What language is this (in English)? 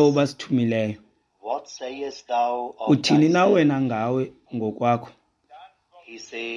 Xhosa